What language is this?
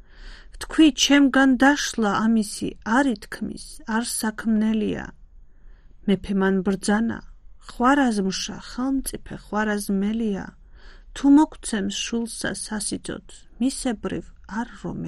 Georgian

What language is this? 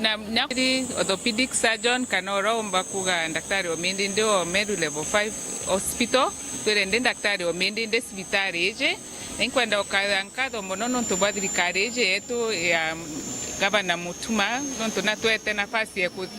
Meru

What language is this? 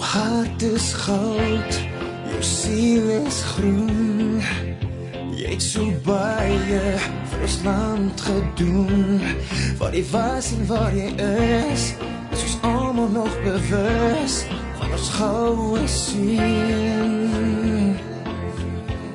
Afrikaans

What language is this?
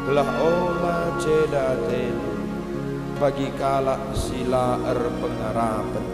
Batak Karo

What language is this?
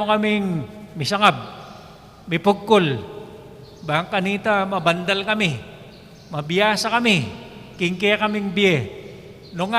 Pampanga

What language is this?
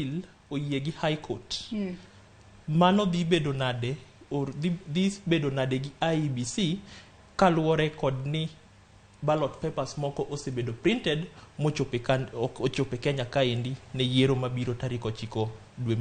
Luo (Kenya and Tanzania)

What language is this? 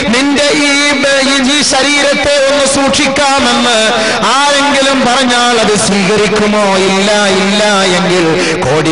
Malayalam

